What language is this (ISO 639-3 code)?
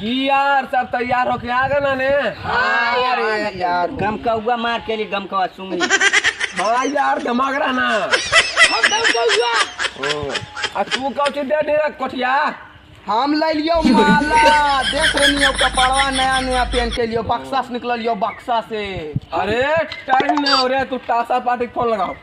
mag